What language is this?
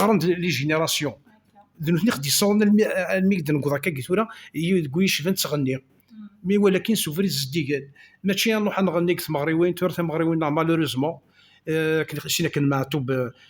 Kabyle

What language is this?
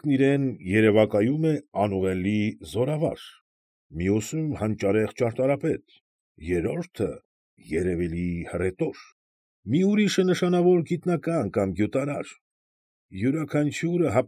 Armenian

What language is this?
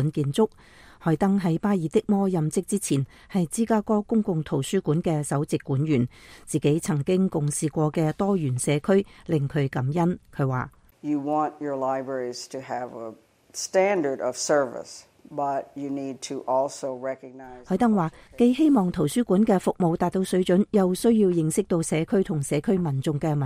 Cantonese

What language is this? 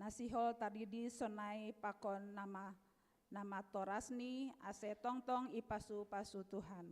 Batak Simalungun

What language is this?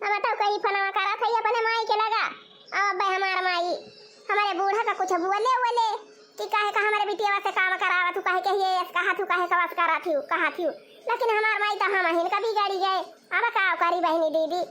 Awadhi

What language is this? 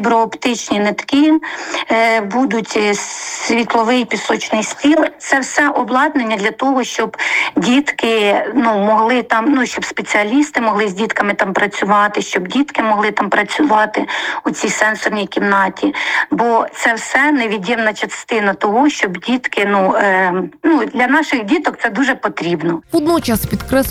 Ukrainian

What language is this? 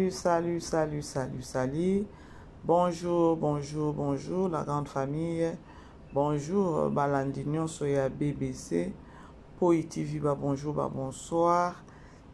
Lingala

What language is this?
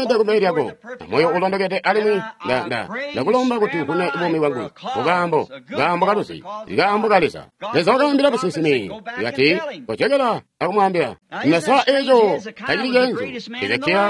Tonga (Zambia)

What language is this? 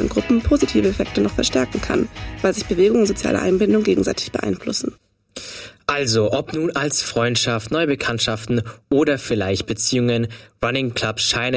German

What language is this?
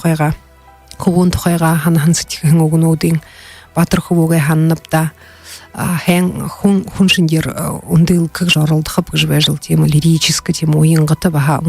Buriat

